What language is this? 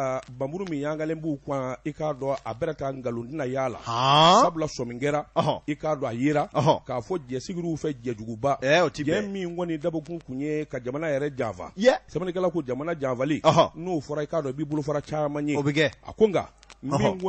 Bambara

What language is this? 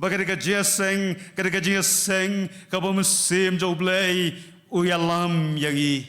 Khasi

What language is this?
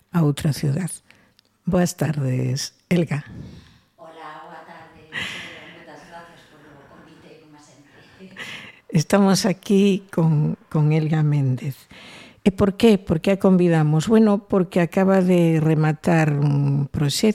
Galician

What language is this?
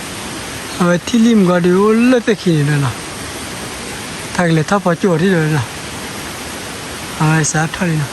S'gaw Karen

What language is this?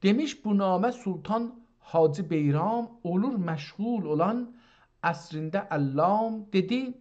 South Azerbaijani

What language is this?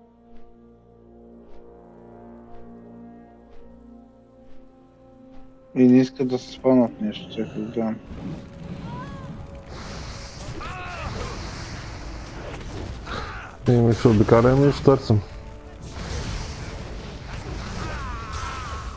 Bulgarian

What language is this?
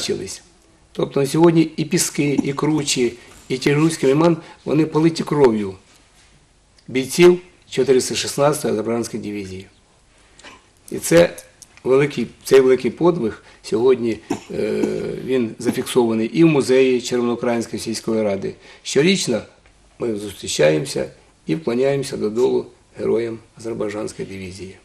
Ukrainian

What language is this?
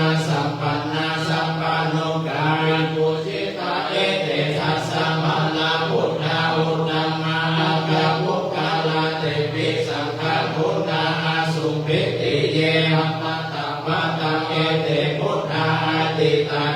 Pali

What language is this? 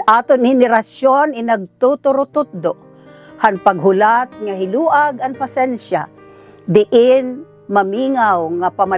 Waray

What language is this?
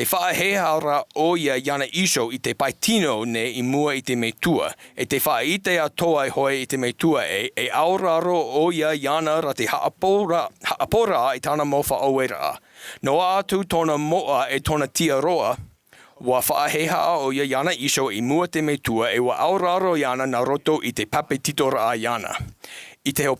Tahitian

